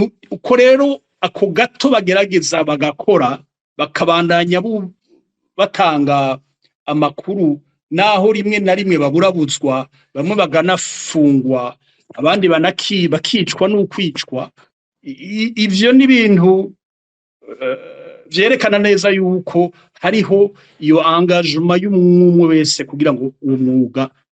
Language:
Rundi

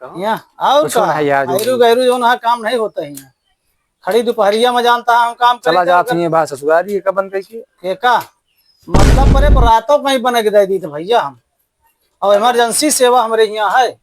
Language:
Awadhi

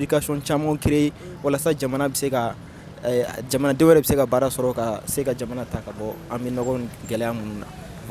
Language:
Bambara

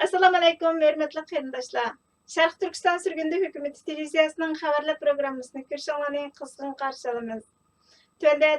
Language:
Uyghur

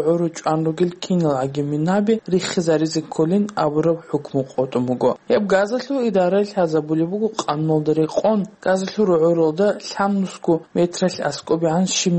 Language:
Avaric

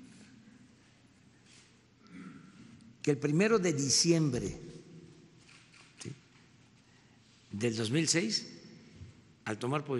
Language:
Spanish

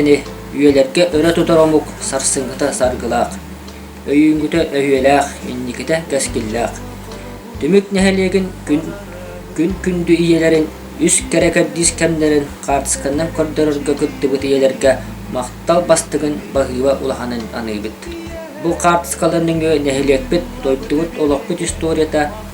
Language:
Yakut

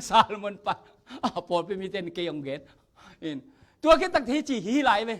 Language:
Tedim Chin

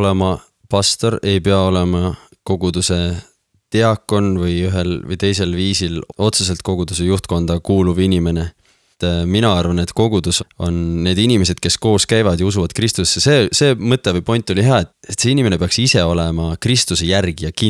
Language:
Estonian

